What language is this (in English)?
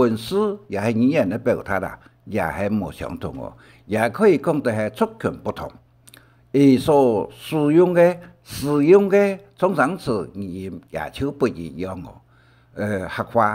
Hakka Chinese